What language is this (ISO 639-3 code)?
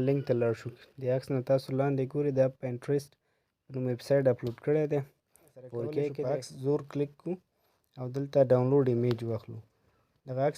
pus